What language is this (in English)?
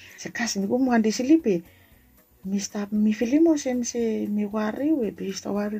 Bislama